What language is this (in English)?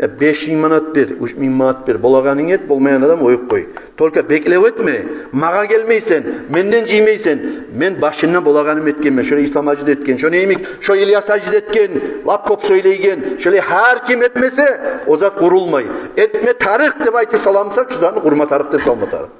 Kumyk